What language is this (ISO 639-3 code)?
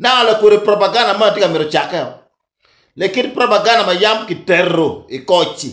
ach